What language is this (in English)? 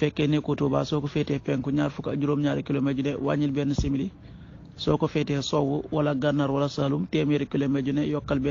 Wolof